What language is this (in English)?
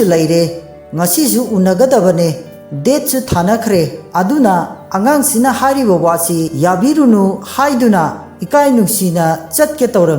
Manipuri